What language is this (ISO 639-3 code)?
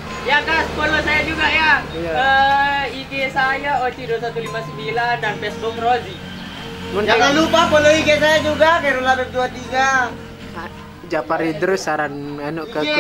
sas